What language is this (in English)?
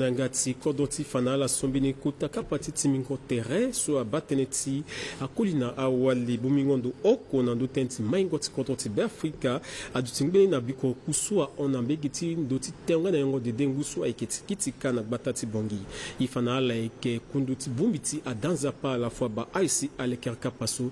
Sango